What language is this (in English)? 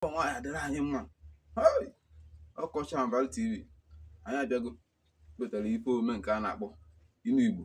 Igbo